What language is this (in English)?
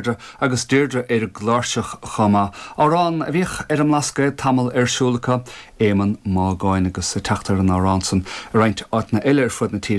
Irish